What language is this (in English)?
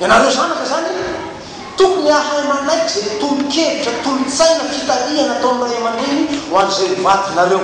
Malagasy